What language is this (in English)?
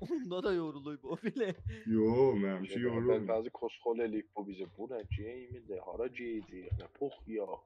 South Azerbaijani